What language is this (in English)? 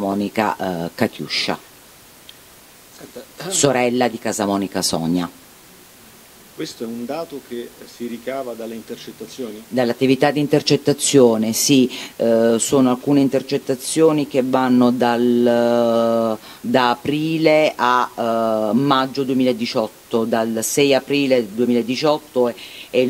Italian